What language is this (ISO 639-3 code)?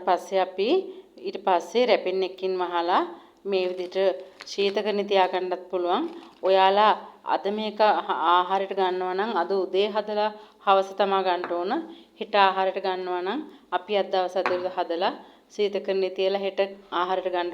sin